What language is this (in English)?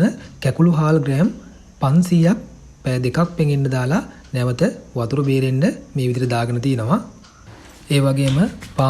Sinhala